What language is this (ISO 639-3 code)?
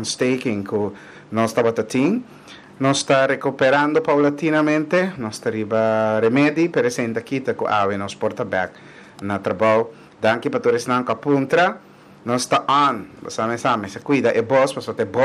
pap